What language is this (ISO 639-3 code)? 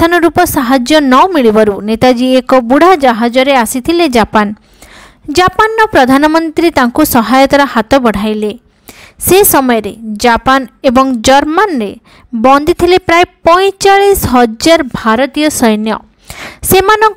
ori